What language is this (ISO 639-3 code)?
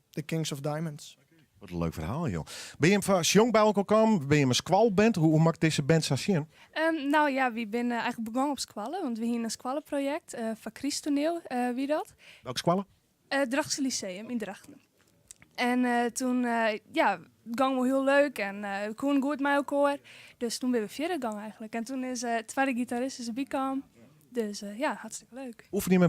fry